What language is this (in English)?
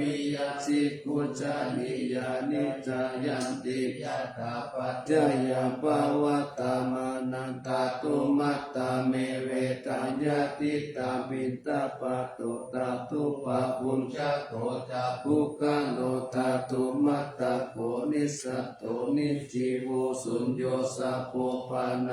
Pali